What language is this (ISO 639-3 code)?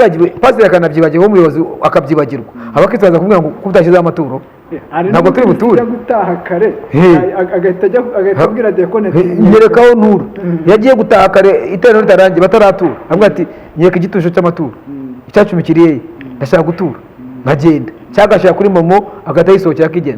kin